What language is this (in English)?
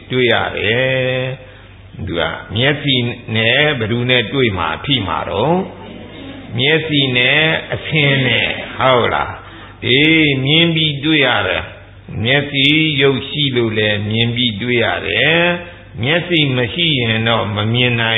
Burmese